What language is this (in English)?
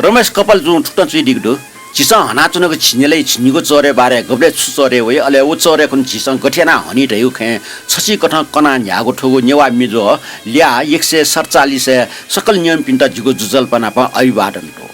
Newari